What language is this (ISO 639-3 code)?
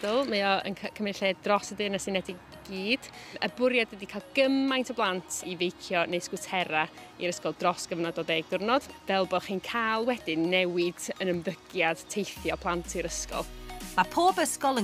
cym